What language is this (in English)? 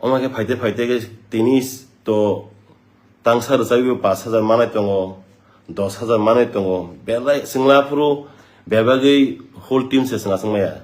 Kok Borok